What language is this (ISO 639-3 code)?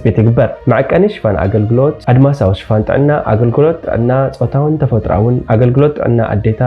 tir